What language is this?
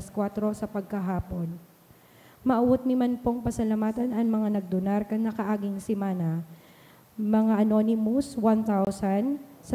Bikol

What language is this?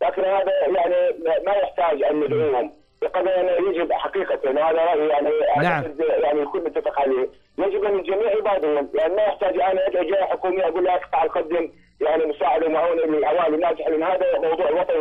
Mesopotamian Arabic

